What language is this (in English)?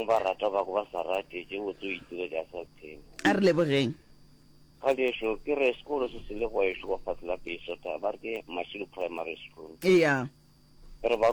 Northern Sotho